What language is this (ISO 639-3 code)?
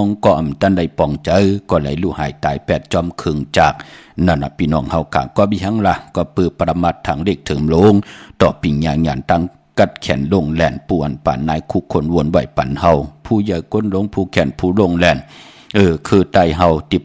shn